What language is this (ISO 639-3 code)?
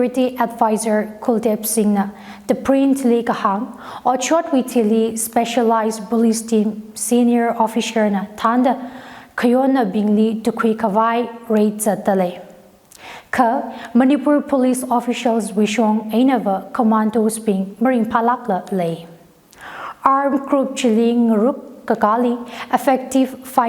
nmf